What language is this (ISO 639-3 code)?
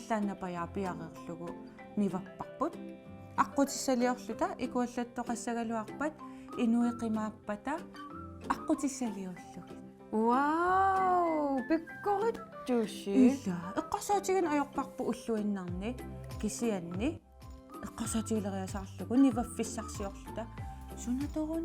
kal